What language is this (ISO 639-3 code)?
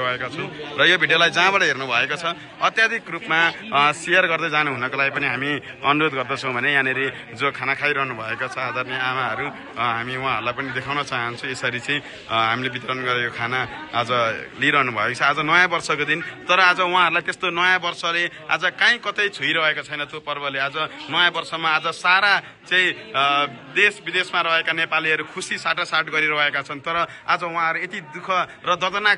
nep